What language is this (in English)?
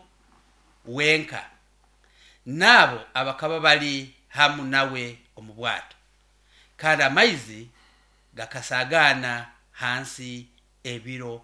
Nyoro